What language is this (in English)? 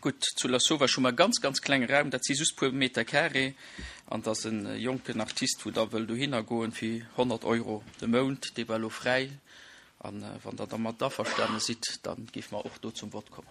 Luxembourgish